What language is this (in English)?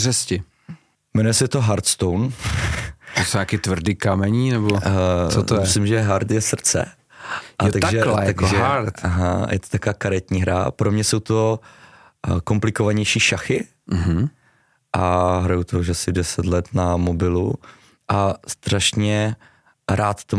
Czech